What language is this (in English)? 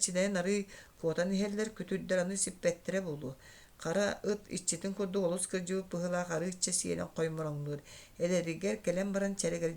Yakut